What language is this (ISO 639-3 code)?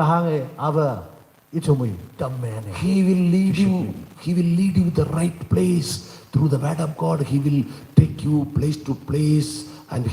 nmf